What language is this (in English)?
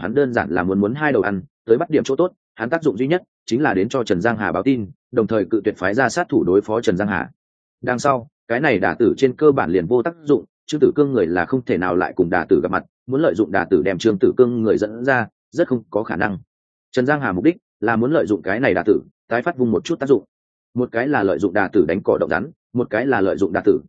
Vietnamese